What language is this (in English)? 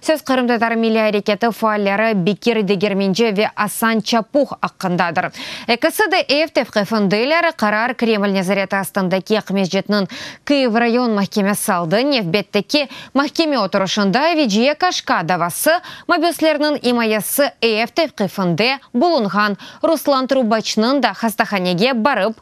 Crimean Tatar